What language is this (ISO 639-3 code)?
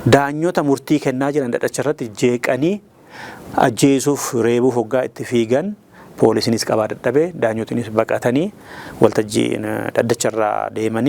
orm